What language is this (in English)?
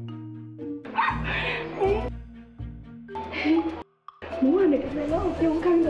Burmese